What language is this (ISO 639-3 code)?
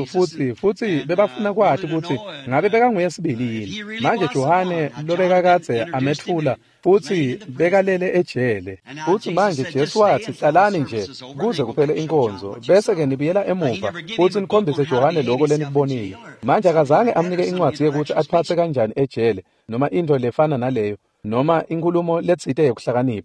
ssw